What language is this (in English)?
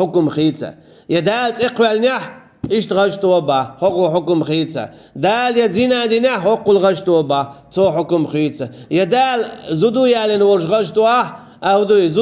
Chechen